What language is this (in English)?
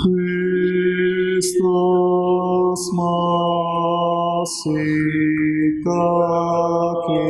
Biatah Bidayuh